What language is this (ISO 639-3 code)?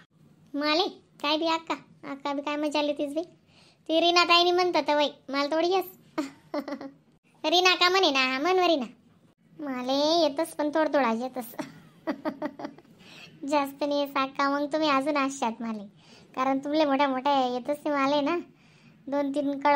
khn